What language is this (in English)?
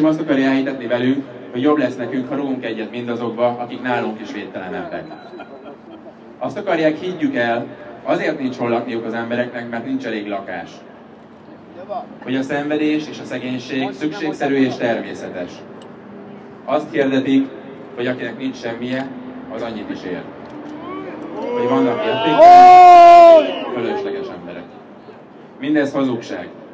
Hungarian